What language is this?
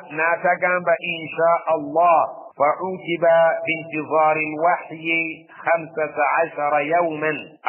Ganda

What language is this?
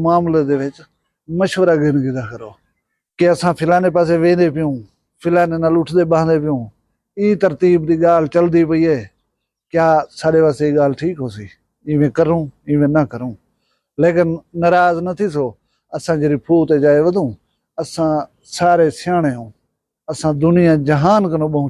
Saraiki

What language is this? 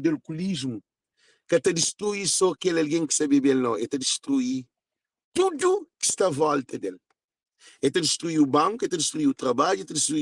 Kabuverdianu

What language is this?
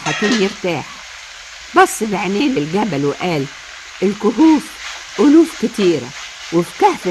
Egyptian Arabic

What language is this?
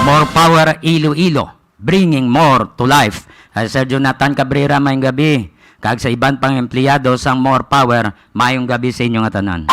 Hiligaynon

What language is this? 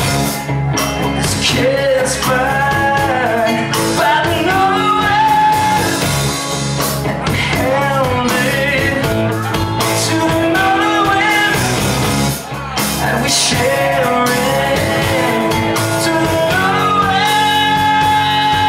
English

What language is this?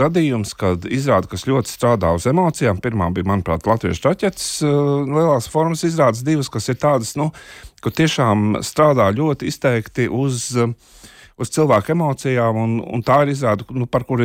Latvian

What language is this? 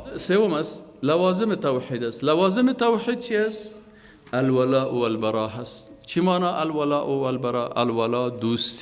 Persian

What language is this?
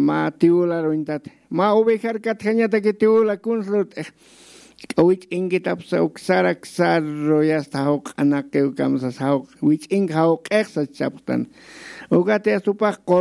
Aymara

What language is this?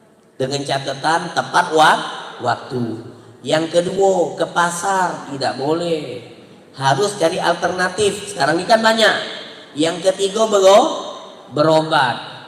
Musi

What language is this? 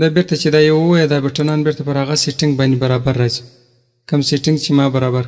Pashto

